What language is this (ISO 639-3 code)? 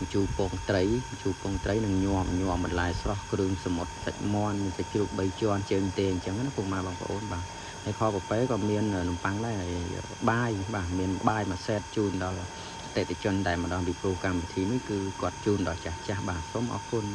khm